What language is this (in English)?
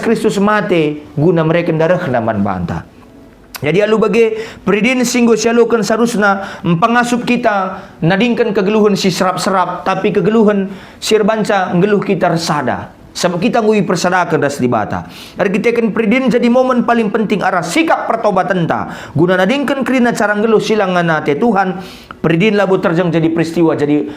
Batak Karo